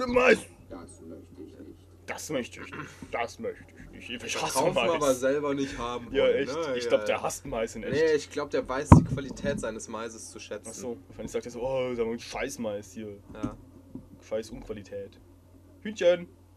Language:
German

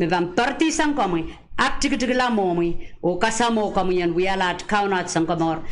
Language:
Pohnpeian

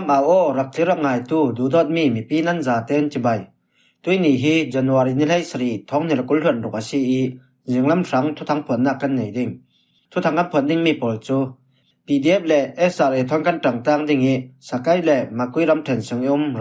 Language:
Falam Chin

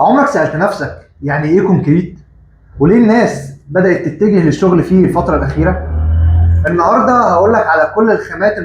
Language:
Egyptian Arabic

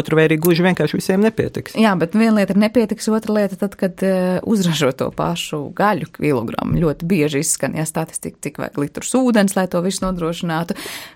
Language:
Latvian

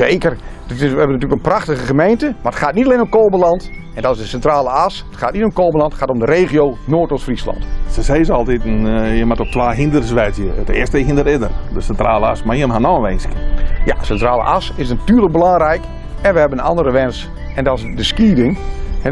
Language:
Western Frisian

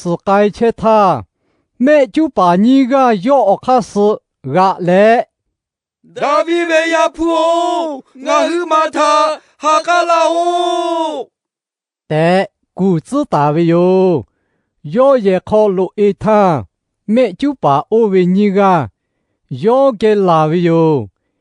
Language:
Lahu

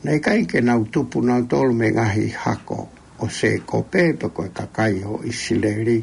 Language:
Tongan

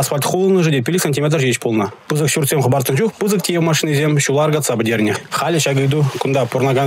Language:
Chuvash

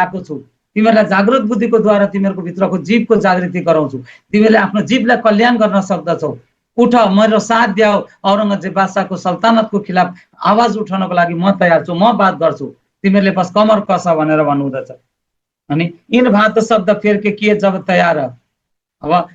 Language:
Nepali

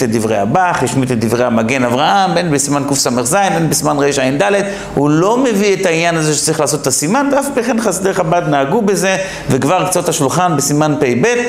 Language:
Hebrew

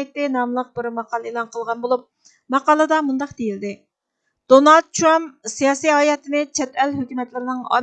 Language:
Uyghur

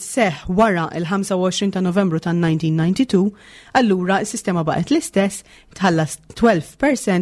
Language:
Maltese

